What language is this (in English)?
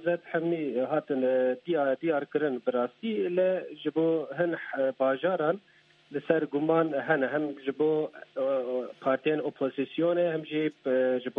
Kurdish